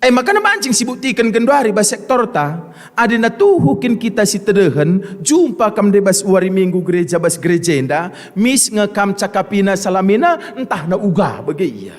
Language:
Batak Karo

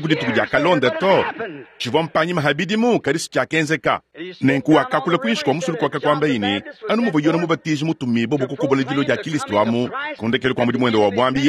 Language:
Luba-Lulua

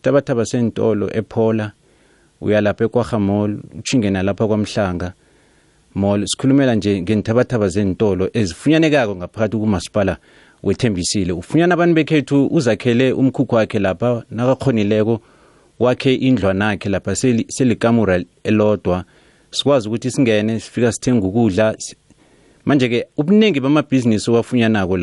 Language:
South Ndebele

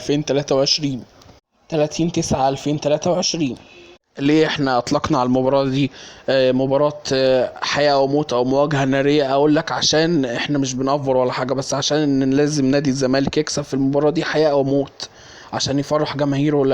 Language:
Egyptian Arabic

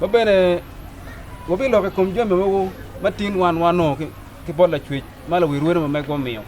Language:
Acoli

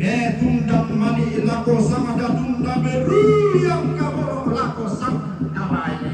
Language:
Toraja-Sa'dan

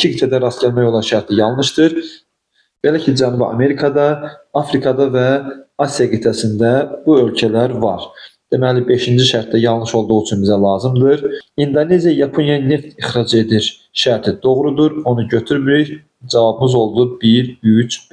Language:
Azerbaijani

